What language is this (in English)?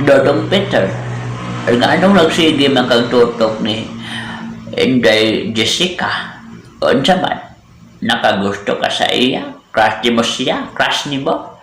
Cebuano